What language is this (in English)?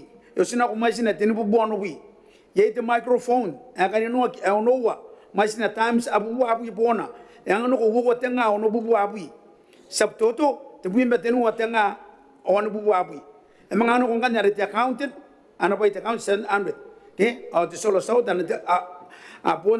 Gilbertese